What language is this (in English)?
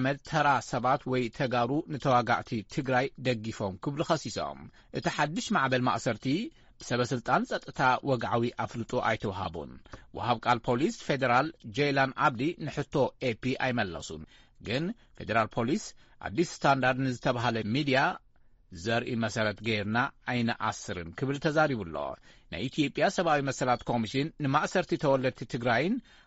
Tigrinya